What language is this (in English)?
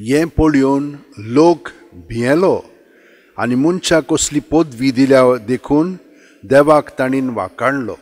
Konkani